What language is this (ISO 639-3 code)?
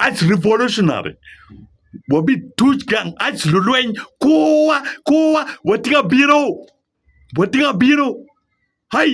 ach